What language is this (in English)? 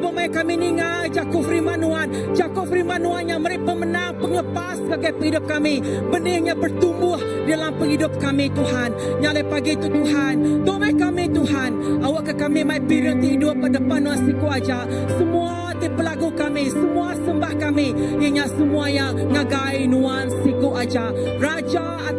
Iban